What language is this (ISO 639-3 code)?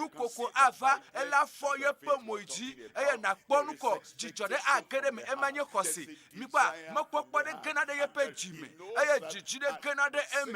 ewe